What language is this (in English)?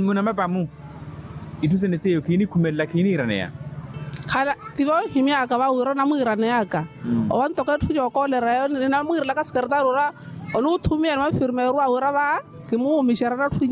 Makhuwa